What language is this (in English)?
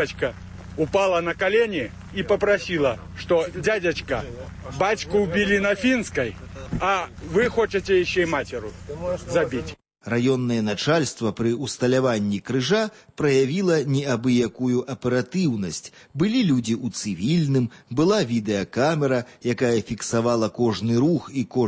Belarusian